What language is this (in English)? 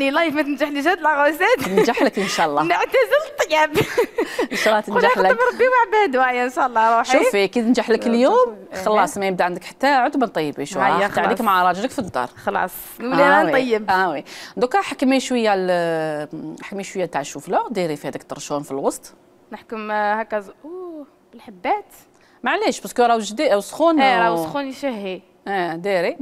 Algerian Arabic